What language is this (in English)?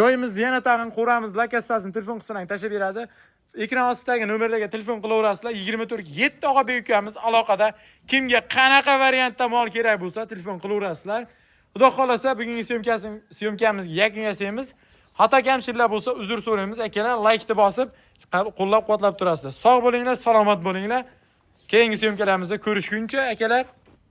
Uzbek